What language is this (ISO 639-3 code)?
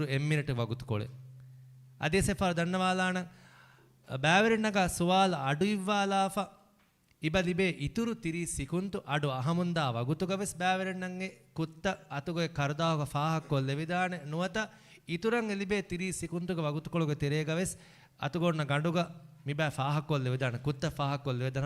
div